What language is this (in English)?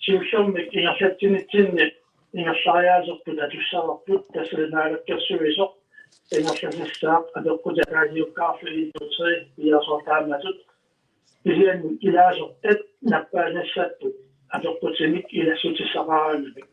Kalaallisut